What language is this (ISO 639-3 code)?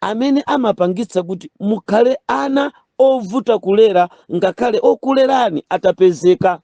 nya